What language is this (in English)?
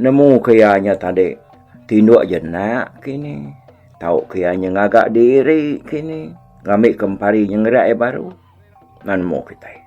Iban